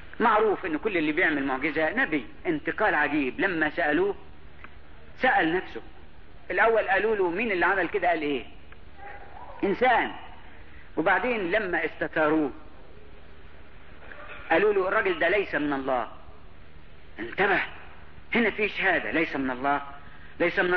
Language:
Egyptian Arabic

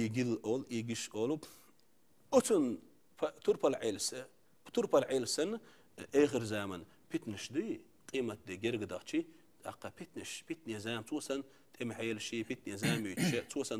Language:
Chechen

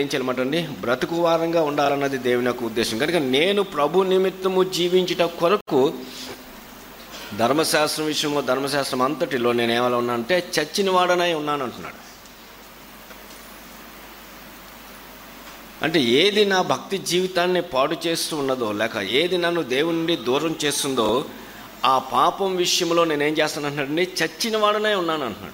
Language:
Telugu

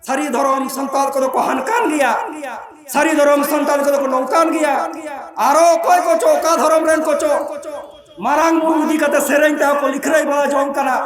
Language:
Santali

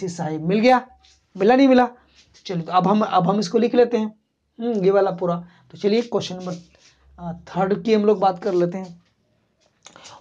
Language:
Hindi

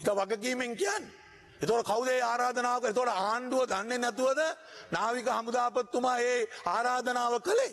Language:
Sinhala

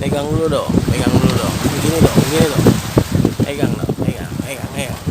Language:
Betawi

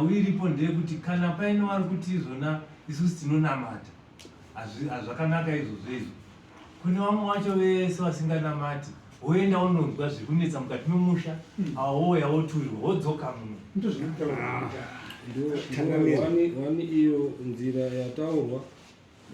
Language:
Shona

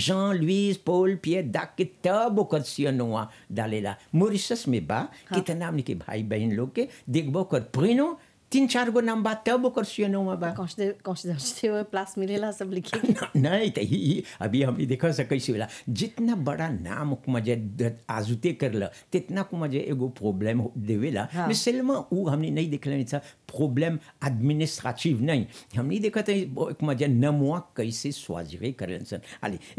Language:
Bhojpuri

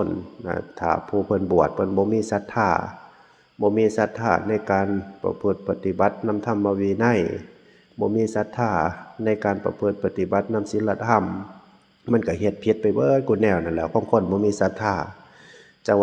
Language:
Northeastern Thai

